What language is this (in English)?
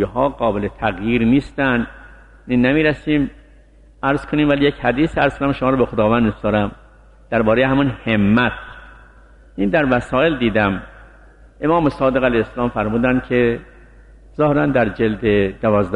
Persian